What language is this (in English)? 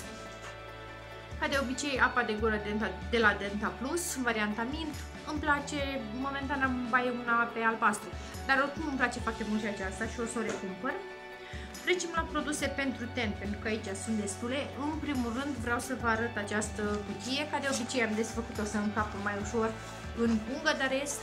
Romanian